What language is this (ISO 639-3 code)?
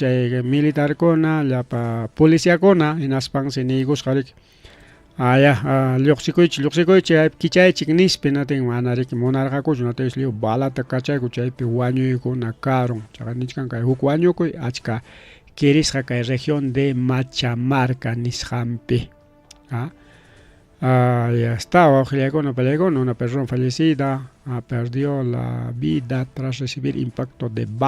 quy